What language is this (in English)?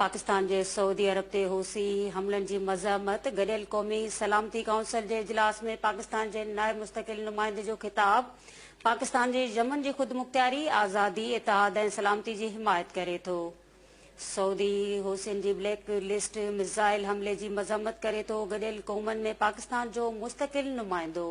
Sindhi